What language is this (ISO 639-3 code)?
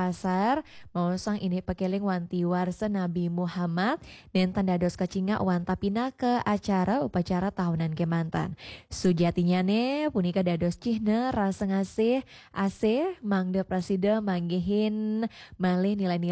ban